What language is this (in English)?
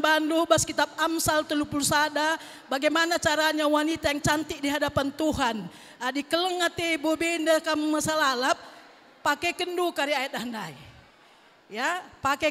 Batak Karo